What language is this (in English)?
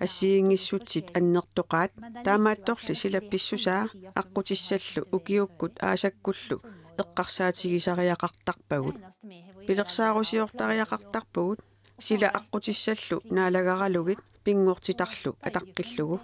Kalaallisut